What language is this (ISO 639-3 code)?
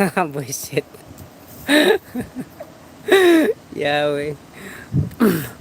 ceb